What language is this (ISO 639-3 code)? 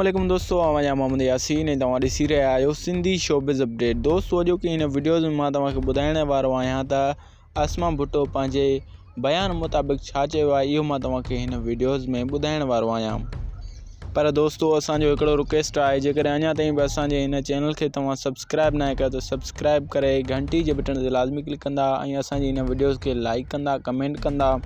snd